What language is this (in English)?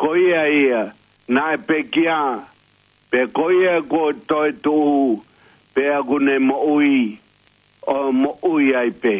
Tongan